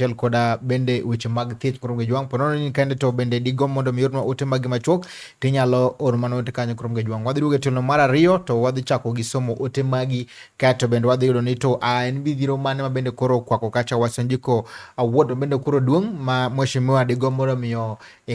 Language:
Luo (Kenya and Tanzania)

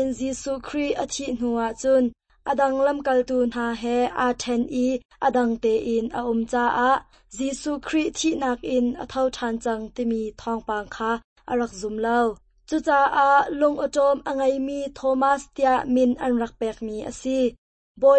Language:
Hakha Chin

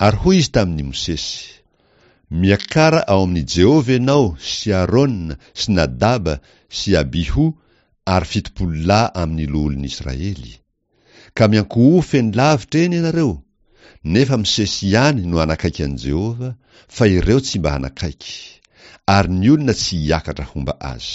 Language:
Malagasy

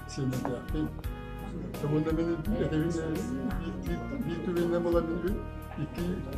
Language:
Yakut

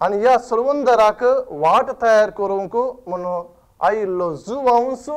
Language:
Konkani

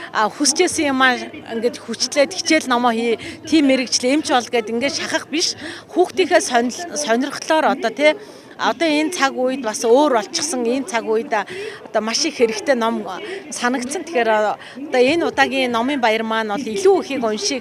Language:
Mongolian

